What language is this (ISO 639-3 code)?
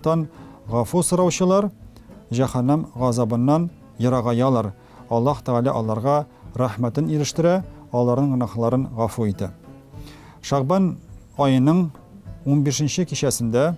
tat